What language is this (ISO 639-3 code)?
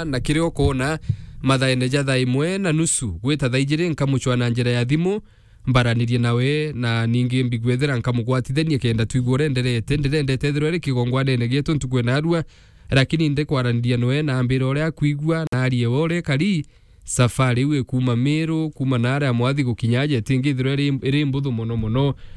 mer